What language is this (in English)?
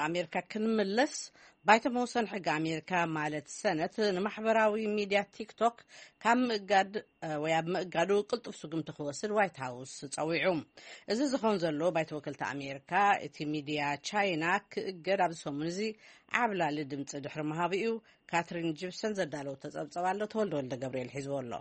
Tigrinya